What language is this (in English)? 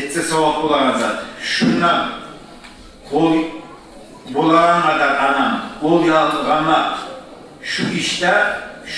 Kumyk